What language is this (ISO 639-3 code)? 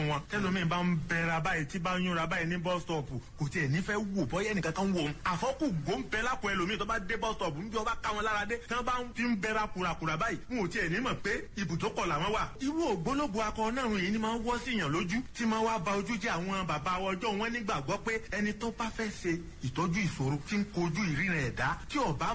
yor